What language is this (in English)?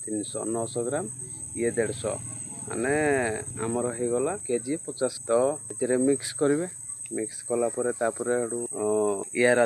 Odia